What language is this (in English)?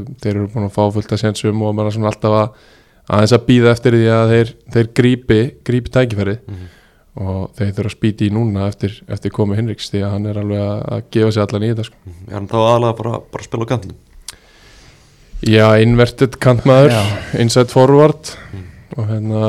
Icelandic